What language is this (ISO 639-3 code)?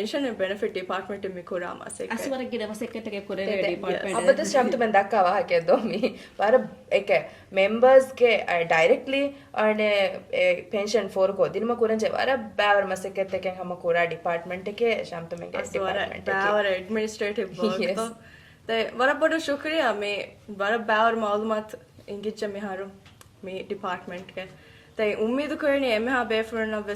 div